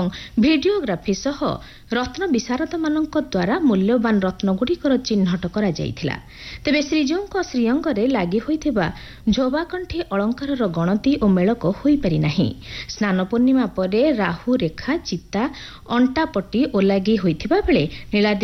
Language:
Odia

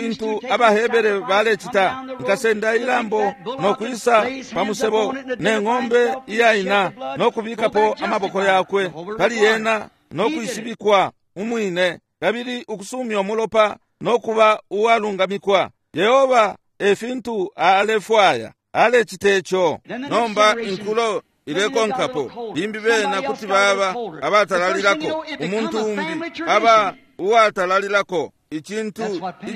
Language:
Bemba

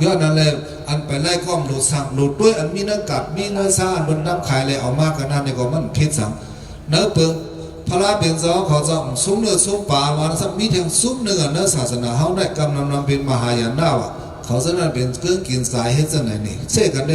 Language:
Shan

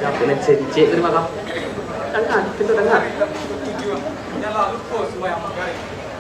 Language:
Minangkabau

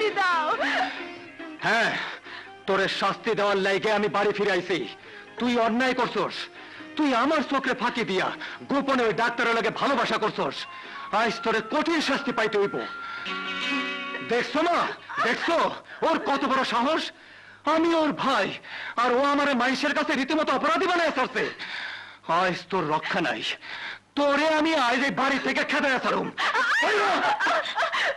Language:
Bangla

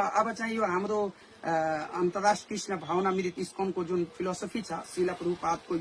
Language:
Nepali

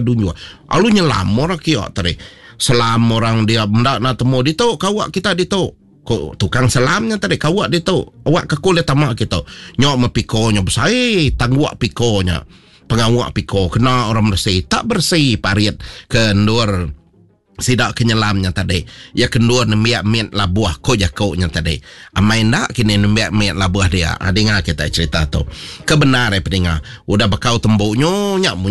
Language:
Iban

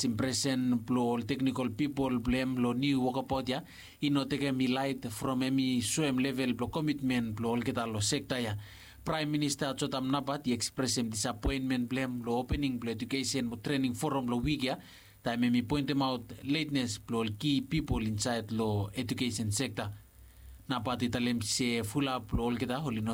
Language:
Bislama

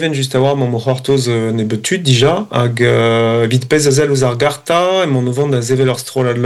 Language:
Breton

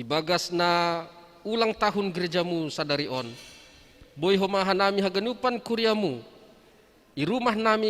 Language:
Batak Simalungun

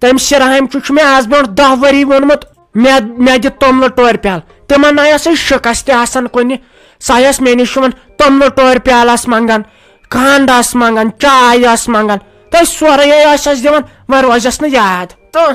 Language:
Kashmiri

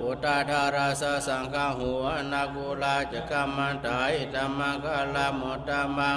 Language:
Pali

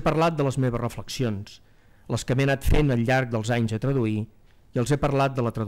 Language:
Catalan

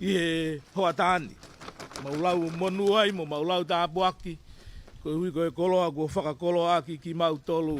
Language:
Tongan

